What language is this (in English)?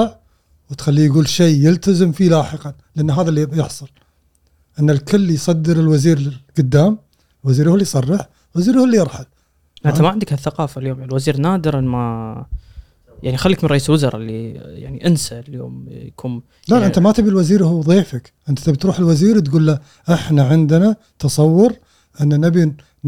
Gulf Arabic